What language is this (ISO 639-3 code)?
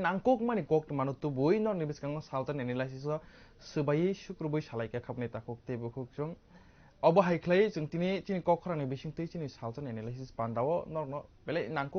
trp